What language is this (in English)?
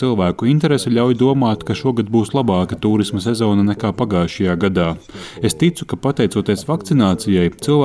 Latvian